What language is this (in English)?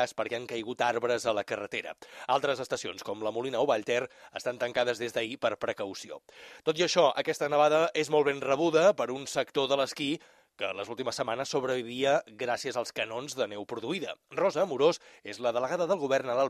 Catalan